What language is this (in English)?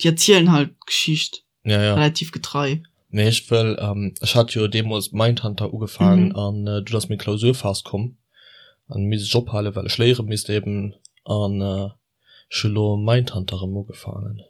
Luxembourgish